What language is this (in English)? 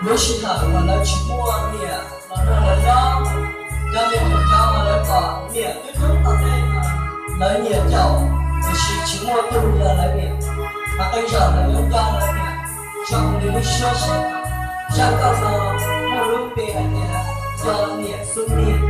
Hmong